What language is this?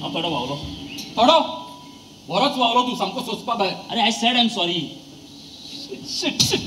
Konkani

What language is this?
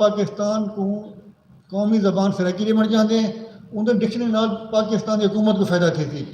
Saraiki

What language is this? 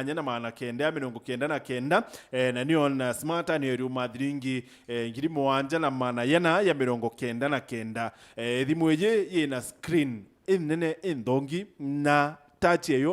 Meru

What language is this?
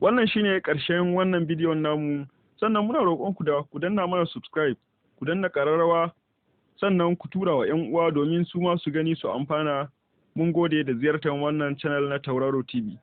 Hausa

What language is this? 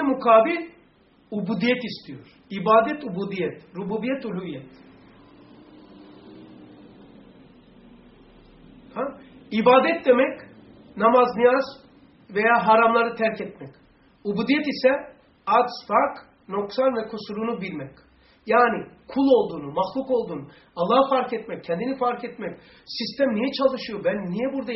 Turkish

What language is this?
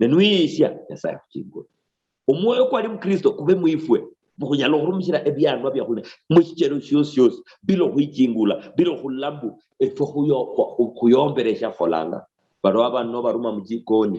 Luyia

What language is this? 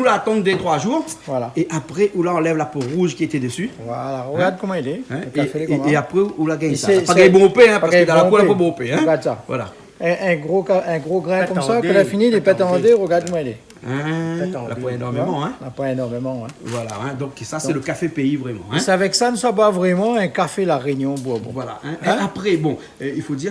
Réunion Creole French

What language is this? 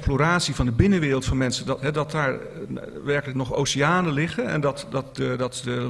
Dutch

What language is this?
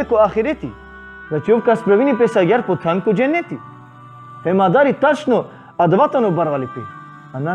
Balkan Romani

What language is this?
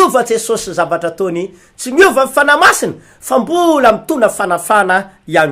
Malagasy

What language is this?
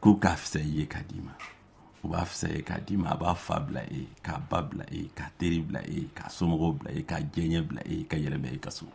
Bambara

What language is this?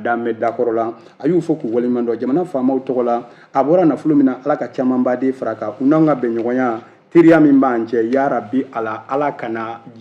Bambara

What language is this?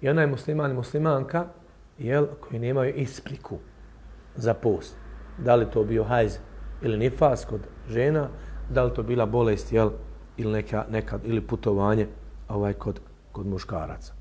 Bosnian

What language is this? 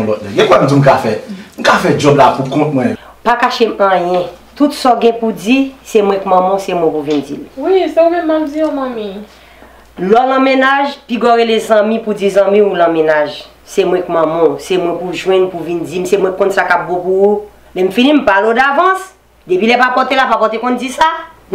Haitian Creole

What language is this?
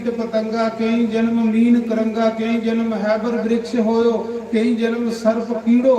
Dogri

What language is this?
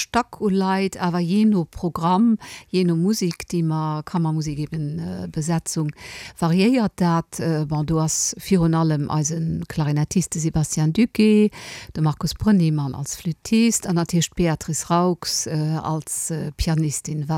Luxembourgish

